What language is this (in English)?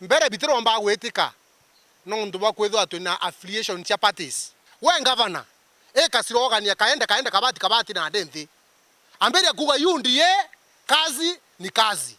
Meru